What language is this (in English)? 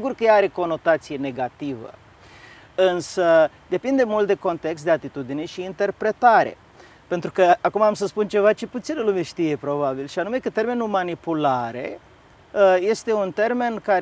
Romanian